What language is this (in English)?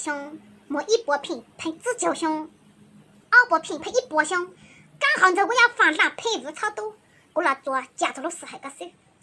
Hmong